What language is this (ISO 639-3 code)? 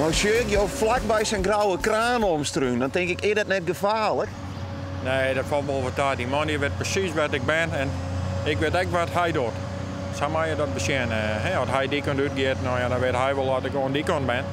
fry